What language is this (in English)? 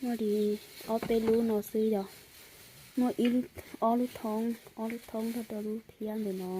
Hmong